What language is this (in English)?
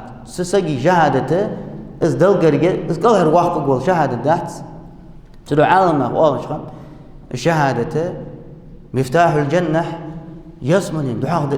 Ingush